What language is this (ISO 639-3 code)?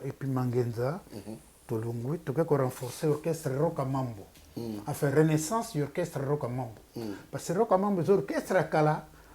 lin